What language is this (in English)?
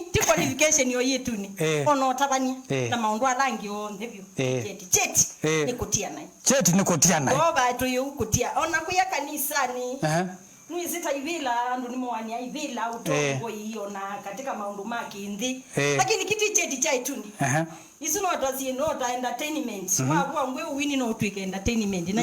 Kamba